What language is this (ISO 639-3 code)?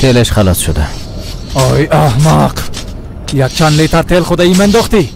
fas